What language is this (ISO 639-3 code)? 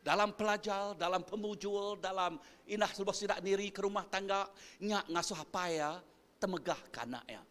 iba